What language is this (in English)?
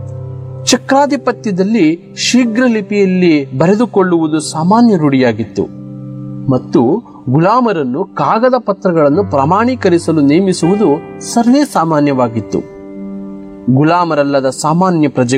Kannada